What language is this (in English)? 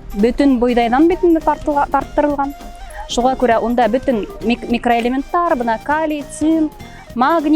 Bashkir